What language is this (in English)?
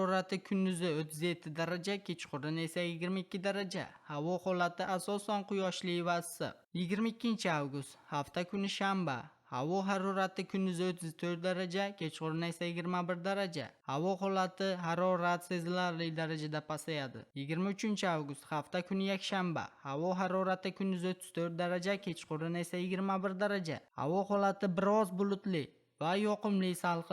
Uzbek